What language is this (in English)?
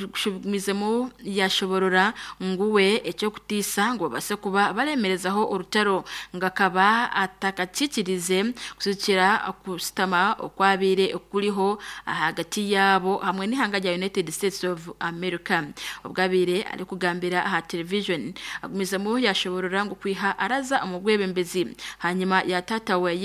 Nyankole